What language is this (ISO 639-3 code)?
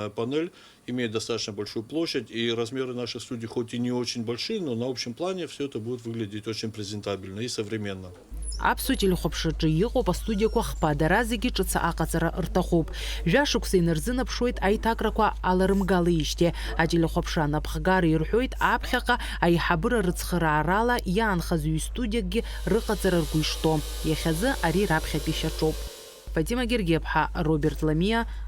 abk